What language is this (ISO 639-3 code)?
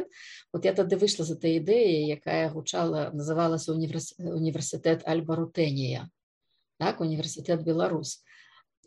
bel